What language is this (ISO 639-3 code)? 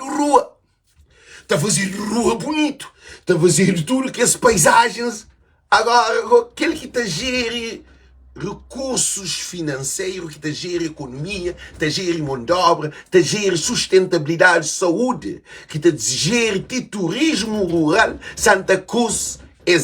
kea